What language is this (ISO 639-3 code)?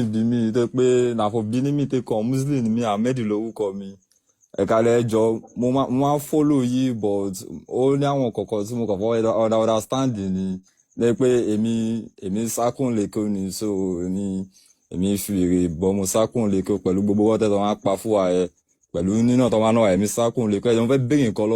yor